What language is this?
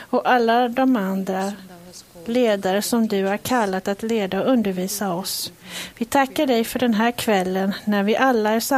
Swedish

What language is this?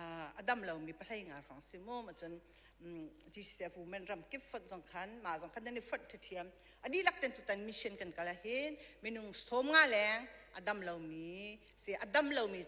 Hakha Chin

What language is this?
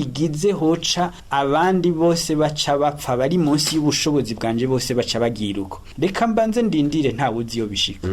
Rundi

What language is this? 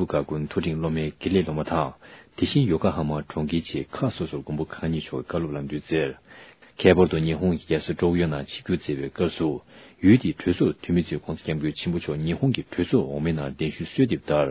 Tibetan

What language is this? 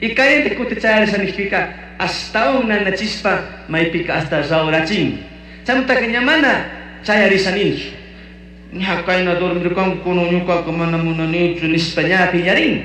Chimborazo Highland Quichua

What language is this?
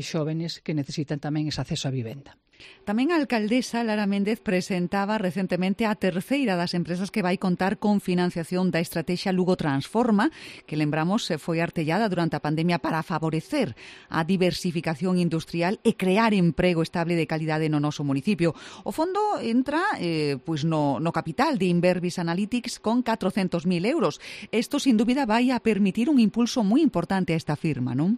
Galician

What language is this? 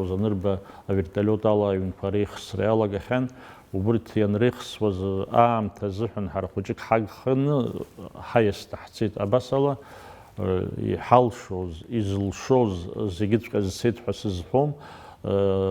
Abkhazian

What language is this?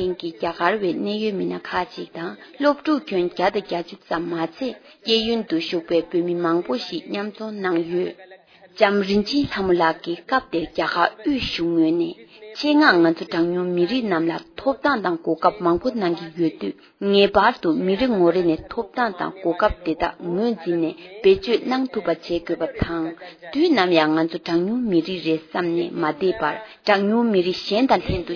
Tibetan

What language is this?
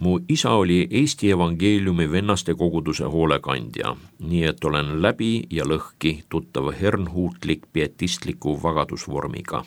Estonian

